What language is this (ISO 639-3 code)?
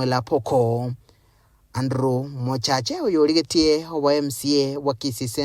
guz